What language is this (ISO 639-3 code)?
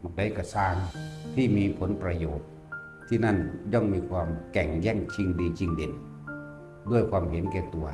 tts